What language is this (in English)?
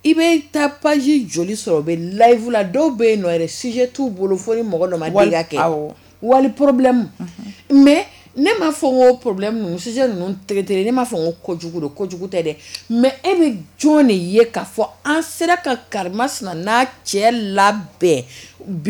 Bambara